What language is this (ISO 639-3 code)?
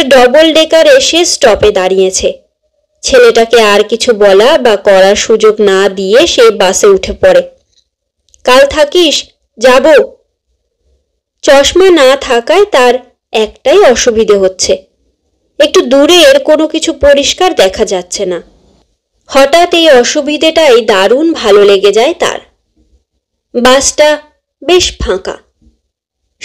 ben